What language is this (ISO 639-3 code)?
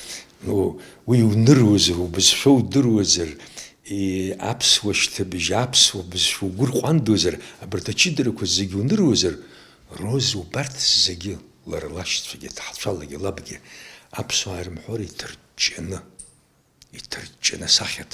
abk